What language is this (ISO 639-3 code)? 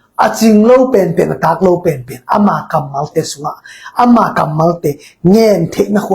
ctd